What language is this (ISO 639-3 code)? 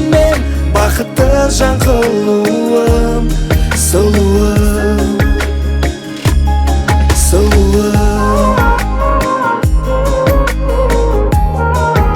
kaz